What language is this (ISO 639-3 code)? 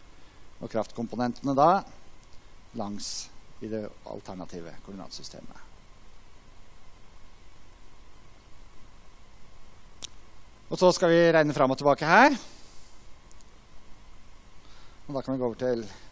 nor